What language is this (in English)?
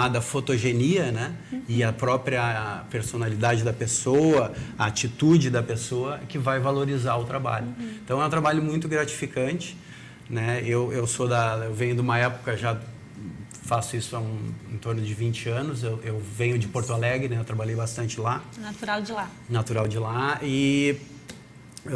Portuguese